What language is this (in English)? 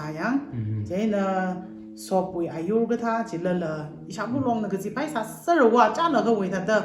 Tangkhul Naga (India)